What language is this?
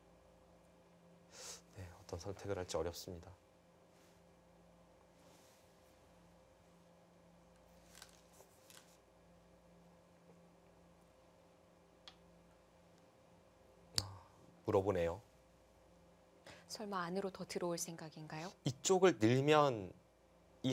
Korean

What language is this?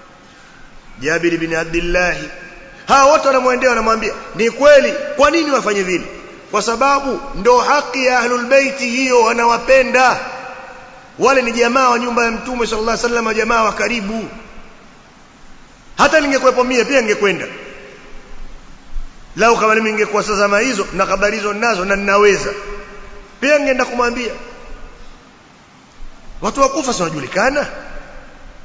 Swahili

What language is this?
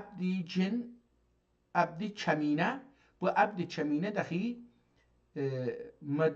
South Azerbaijani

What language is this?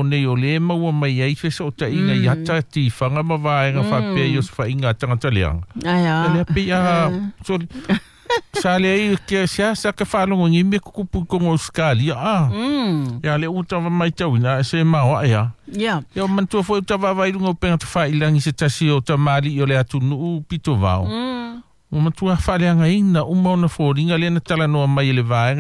Samoan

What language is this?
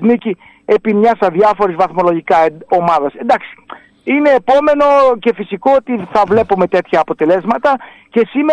Greek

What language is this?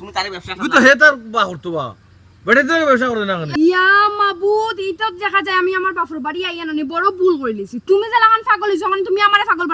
Sylheti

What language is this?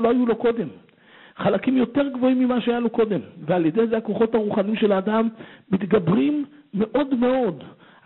Hebrew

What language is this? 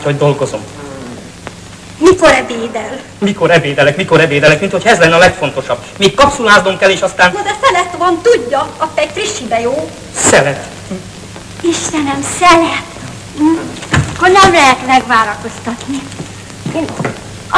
Hungarian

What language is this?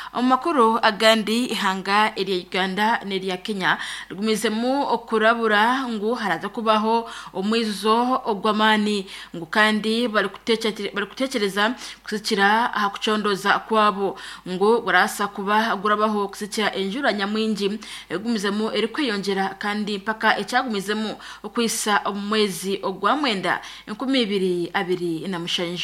Nyankole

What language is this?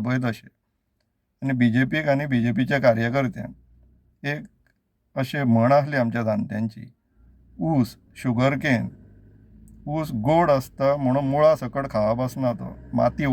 Konkani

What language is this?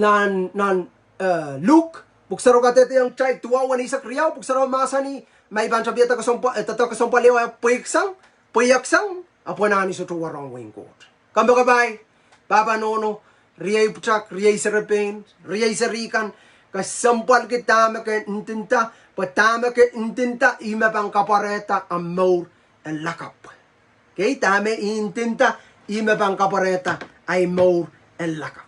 Pohnpeian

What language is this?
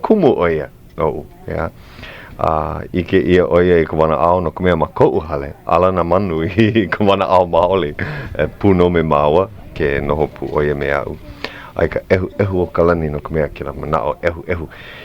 Hawaiian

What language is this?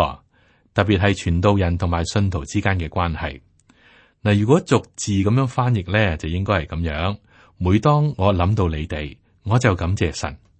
Cantonese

